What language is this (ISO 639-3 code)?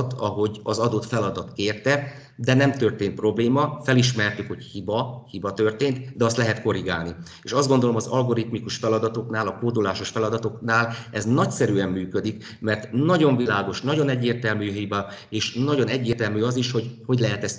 hun